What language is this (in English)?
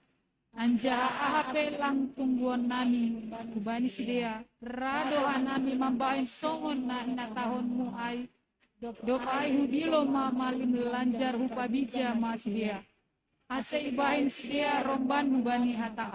Batak Simalungun